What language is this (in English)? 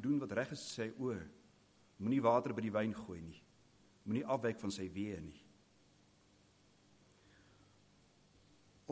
Afrikaans